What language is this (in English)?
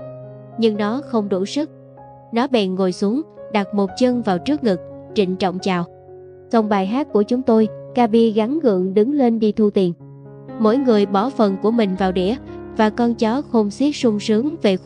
Vietnamese